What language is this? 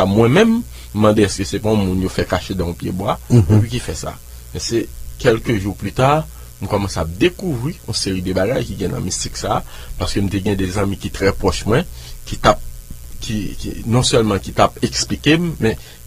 Haitian Creole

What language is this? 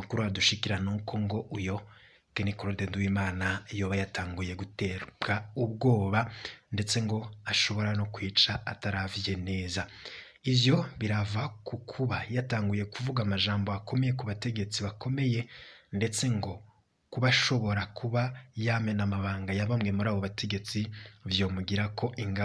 Rundi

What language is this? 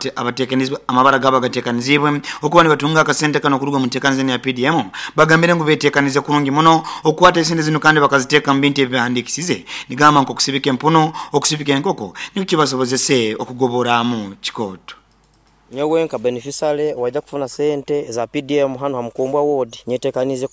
Nyoro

